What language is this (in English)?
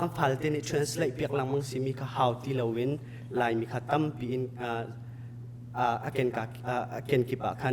Hakha Chin